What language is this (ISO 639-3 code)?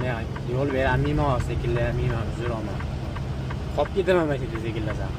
uzb